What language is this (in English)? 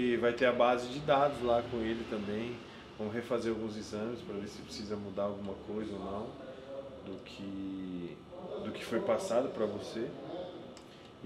Portuguese